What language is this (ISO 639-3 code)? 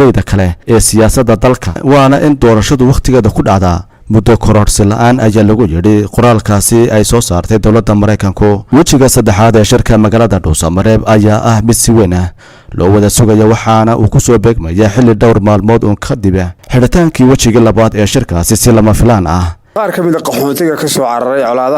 som